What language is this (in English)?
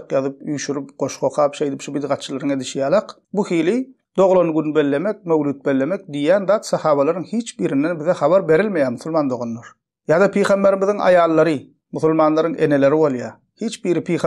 Turkmen